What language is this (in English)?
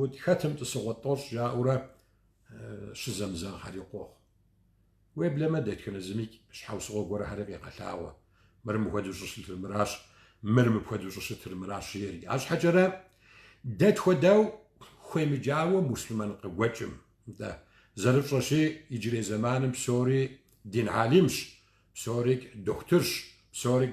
Kabardian